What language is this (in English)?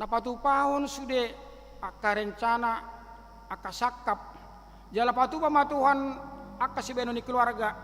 Batak Toba